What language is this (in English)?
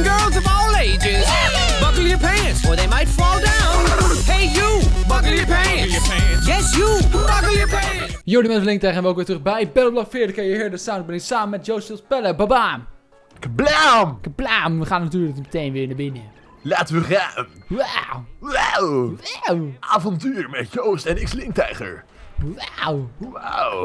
Dutch